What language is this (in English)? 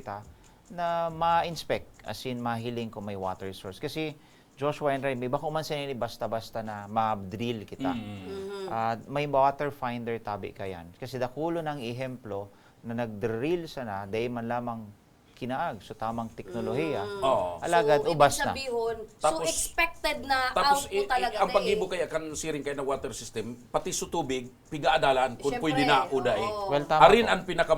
Bikol